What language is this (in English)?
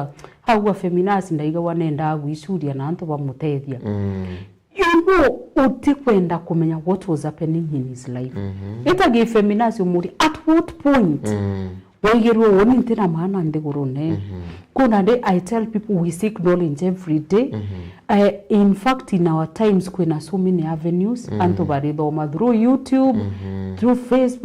Meru